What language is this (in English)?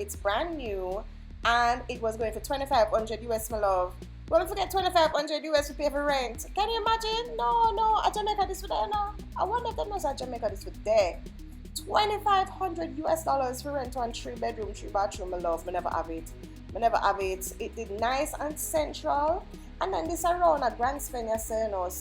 Jamaican Creole English